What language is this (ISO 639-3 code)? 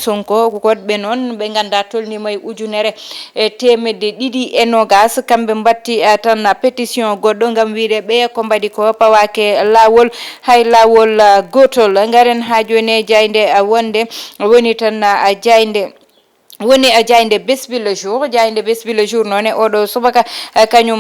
ful